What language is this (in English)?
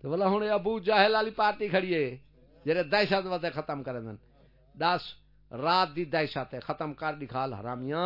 Saraiki